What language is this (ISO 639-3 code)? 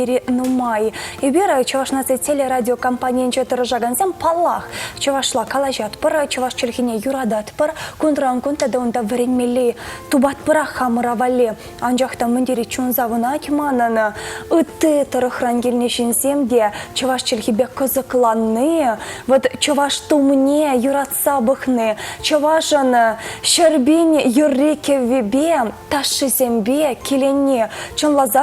chv